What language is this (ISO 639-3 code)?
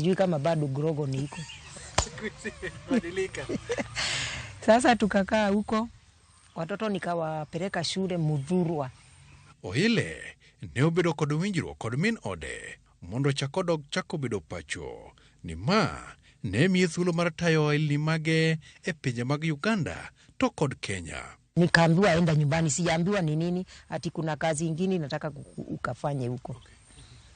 luo